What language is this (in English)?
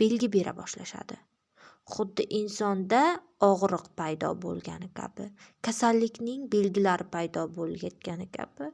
Uzbek